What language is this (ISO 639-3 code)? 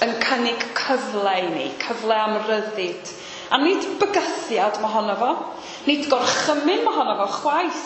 cym